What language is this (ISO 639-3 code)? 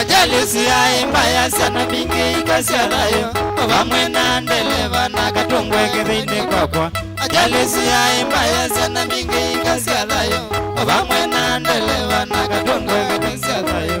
kam